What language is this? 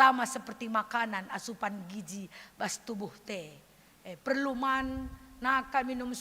Batak Karo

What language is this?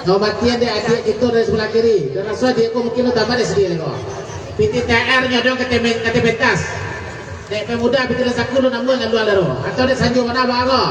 Minangkabau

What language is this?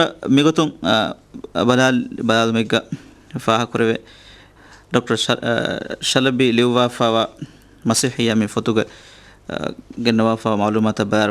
Divehi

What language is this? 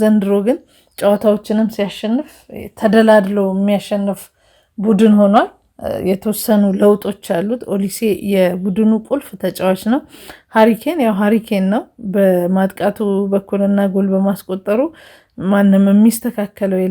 Amharic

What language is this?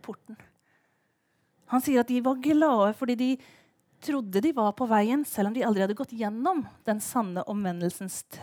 Norwegian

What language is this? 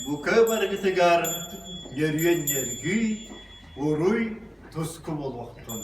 Yakut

